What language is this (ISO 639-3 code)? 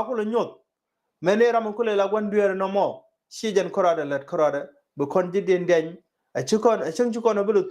nus